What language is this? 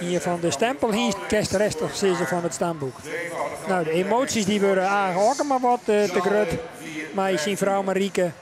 Western Frisian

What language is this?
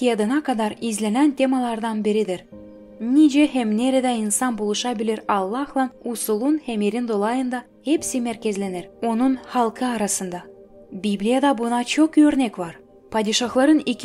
Gagauz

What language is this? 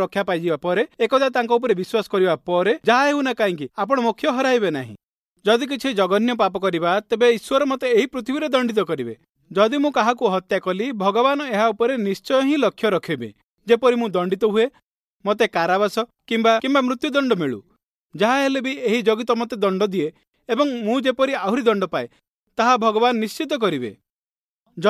Odia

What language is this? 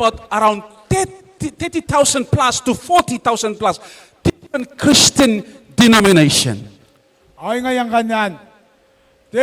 Gilbertese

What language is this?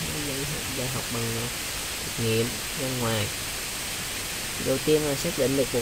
Vietnamese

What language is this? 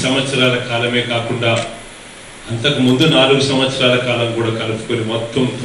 Telugu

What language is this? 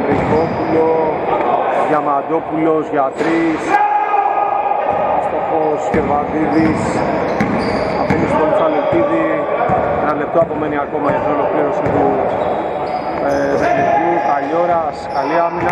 Greek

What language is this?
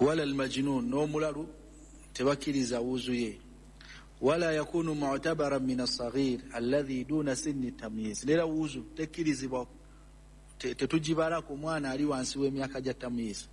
Ganda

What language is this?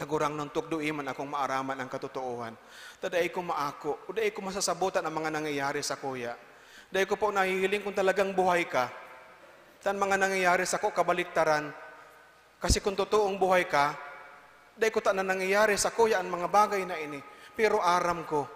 Bikol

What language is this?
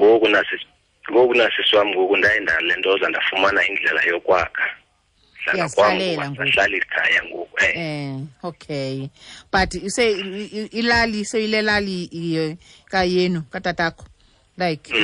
Xhosa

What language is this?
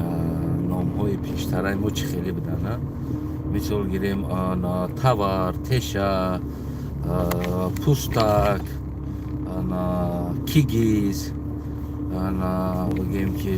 Tajik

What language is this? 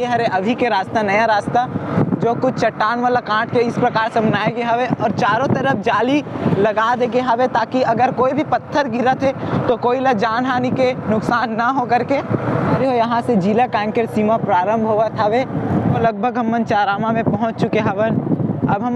Chhattisgarhi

